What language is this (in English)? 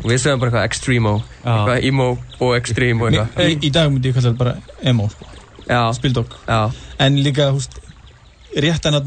Icelandic